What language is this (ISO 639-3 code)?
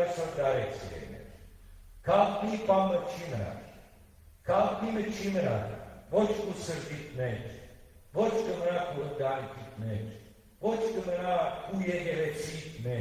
hyw